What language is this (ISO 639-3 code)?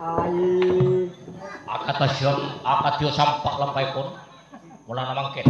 mad